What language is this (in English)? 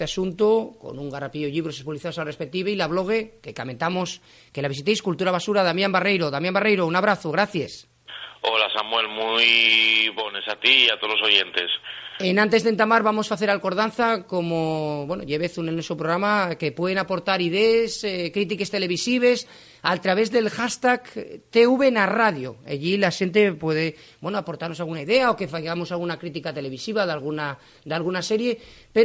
Asturian